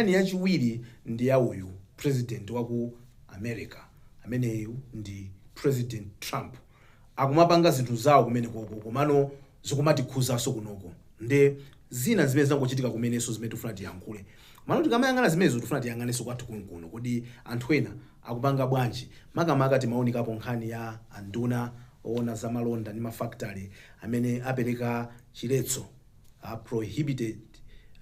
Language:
Nyanja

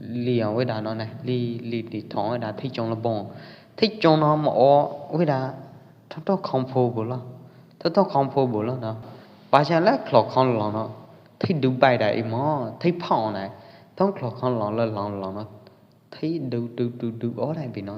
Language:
Pwo Eastern Karen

